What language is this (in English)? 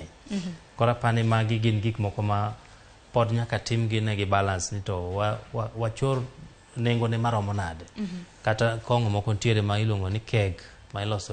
Luo (Kenya and Tanzania)